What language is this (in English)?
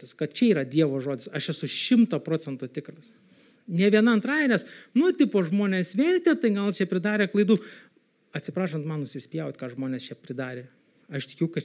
Lithuanian